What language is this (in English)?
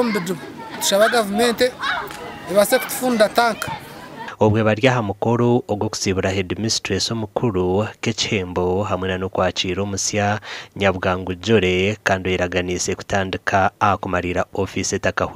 Nyankole